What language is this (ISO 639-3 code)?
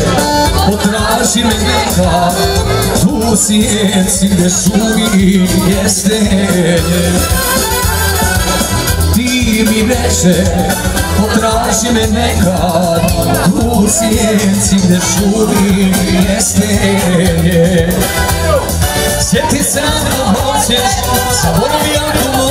hrv